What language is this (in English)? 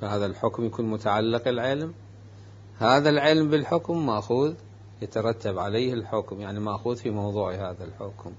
Mesopotamian Arabic